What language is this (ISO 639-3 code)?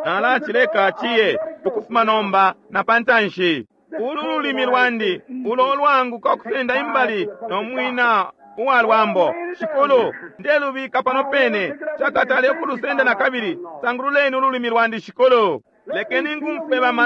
bem